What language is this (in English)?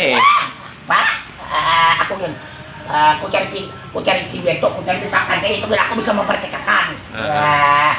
Banjar